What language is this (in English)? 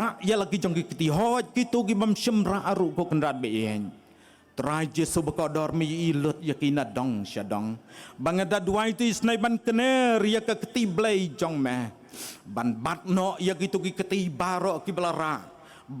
Khasi